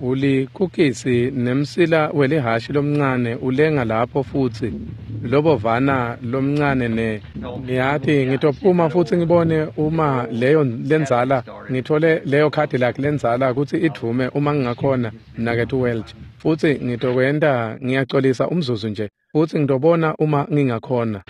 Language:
Swati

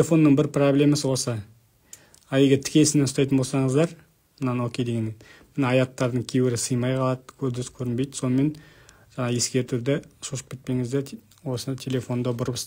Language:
Kazakh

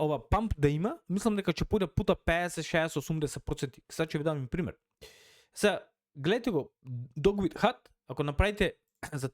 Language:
Macedonian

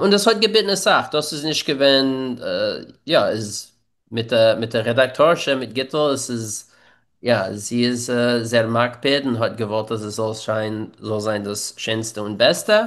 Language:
Yiddish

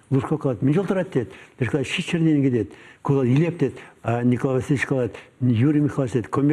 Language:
Chuvash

